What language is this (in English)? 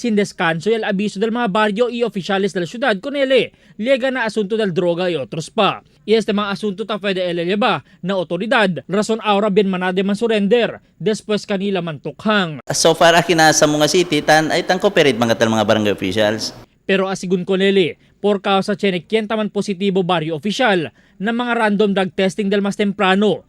Chavacano